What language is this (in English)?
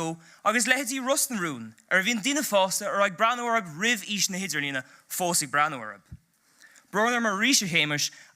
Irish